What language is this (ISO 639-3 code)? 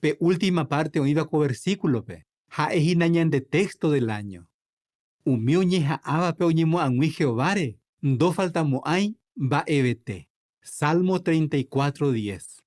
grn